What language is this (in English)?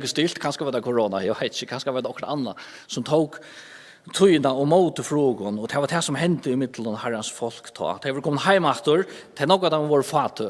Faroese